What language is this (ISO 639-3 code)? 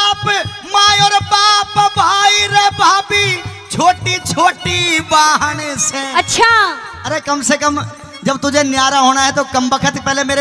bgc